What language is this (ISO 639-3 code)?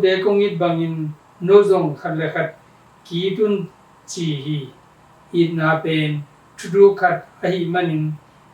ctd